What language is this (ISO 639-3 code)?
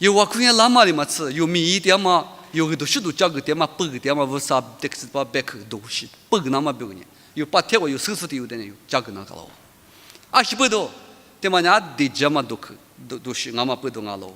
lis